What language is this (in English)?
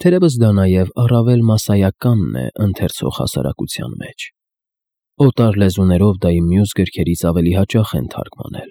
Armenian